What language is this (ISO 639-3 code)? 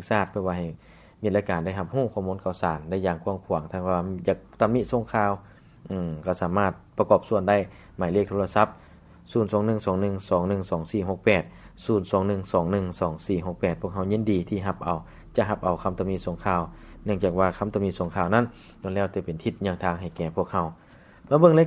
lao